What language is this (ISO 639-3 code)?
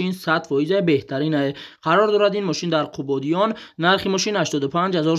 tgk